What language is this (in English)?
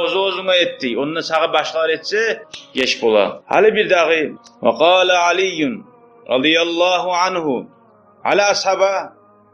Kumyk